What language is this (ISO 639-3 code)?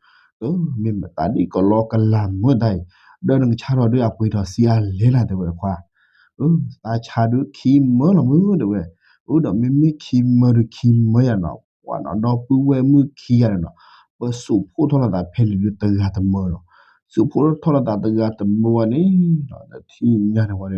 ksw